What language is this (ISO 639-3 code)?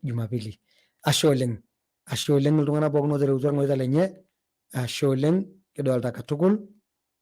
mas